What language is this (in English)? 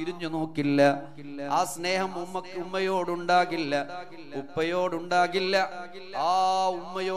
Malayalam